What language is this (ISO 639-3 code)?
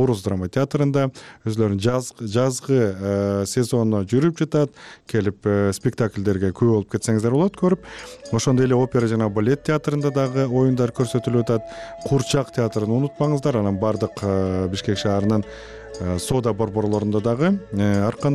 kir